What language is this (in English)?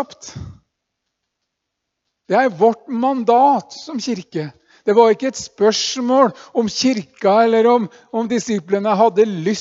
Norwegian